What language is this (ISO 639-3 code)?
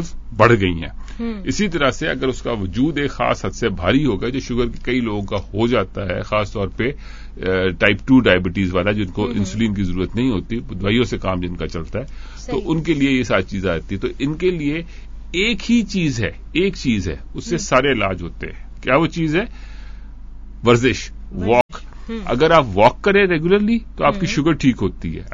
urd